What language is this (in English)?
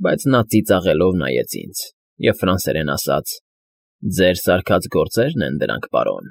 Armenian